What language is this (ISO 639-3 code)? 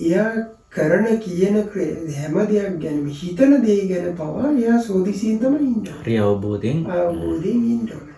sin